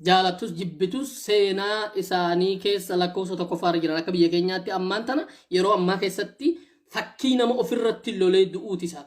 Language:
Oromo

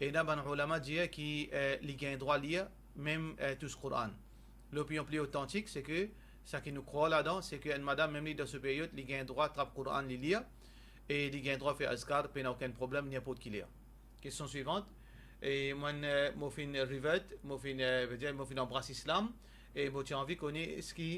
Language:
Morisyen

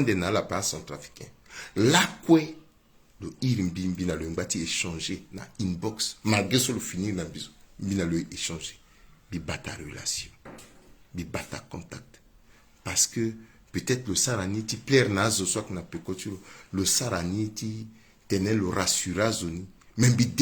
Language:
Sango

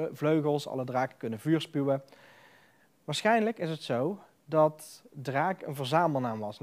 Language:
Dutch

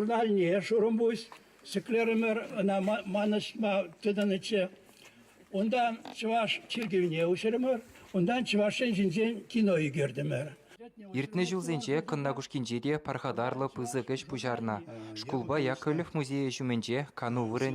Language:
Chuvash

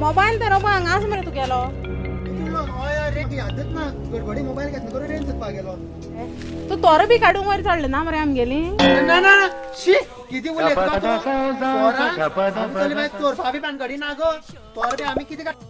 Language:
Konkani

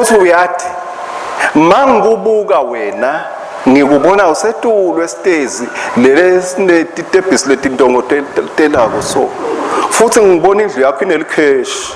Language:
Swati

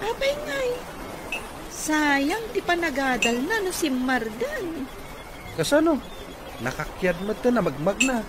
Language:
Iloko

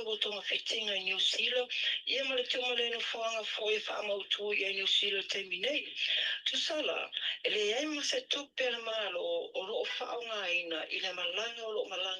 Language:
Samoan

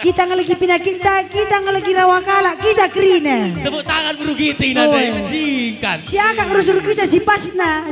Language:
Batak Karo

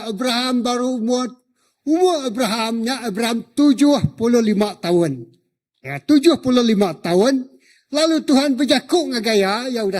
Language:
Iban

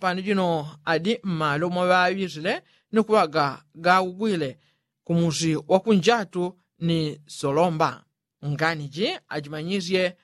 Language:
Yao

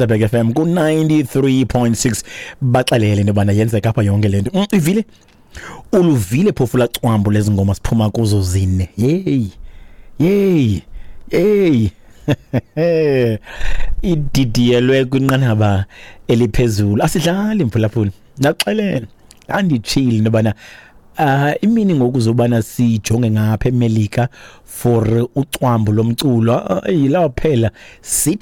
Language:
Xhosa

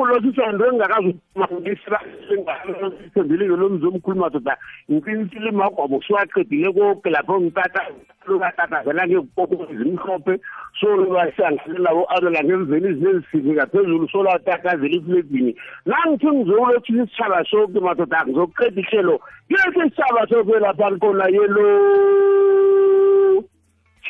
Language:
South Ndebele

